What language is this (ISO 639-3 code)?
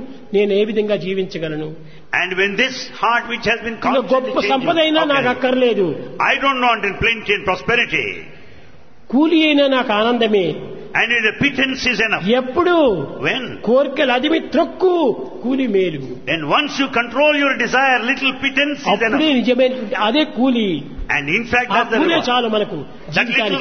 tel